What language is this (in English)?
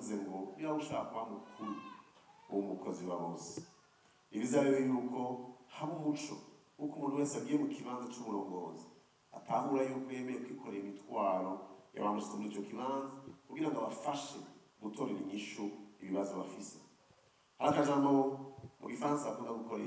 Rundi